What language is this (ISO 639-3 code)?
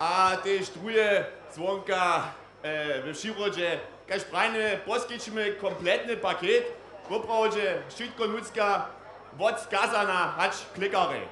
hsb